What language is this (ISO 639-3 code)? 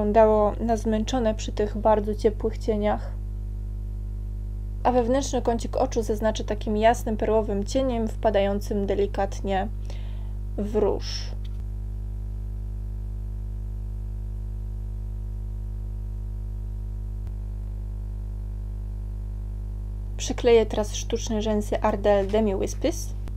pol